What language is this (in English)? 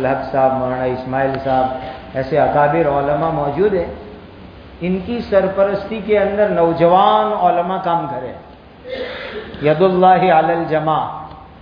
Urdu